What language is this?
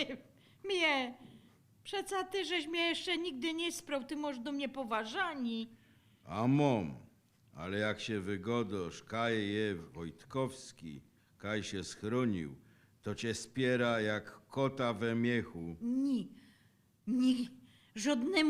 Silesian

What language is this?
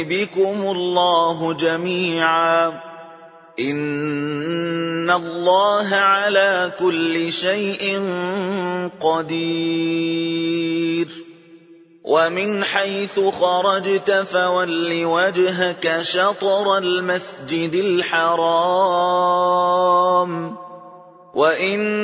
Arabic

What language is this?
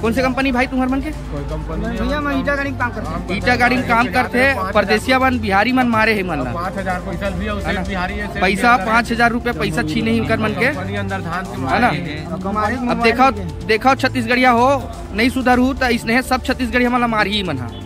Chhattisgarhi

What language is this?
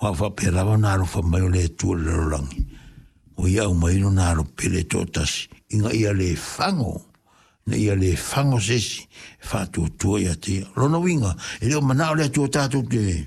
Samoan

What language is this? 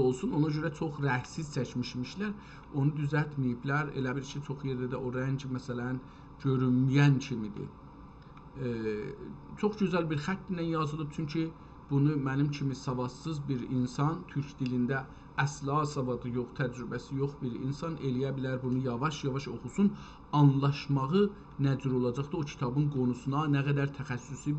South Azerbaijani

